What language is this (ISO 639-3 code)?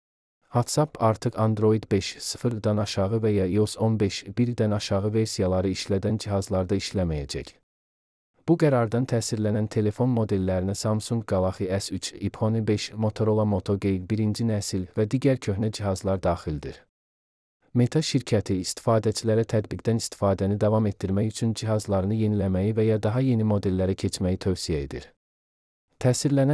aze